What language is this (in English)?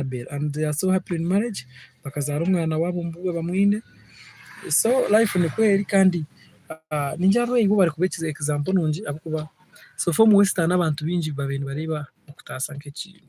Nyankole